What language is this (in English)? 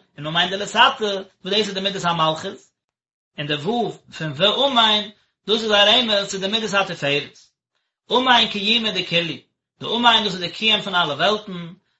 Yiddish